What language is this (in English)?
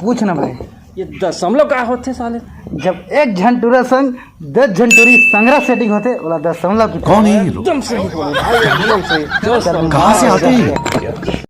Chhattisgarhi